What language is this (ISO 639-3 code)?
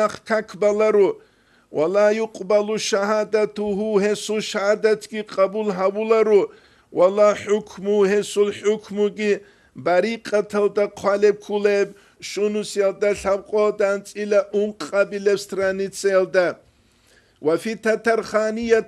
ava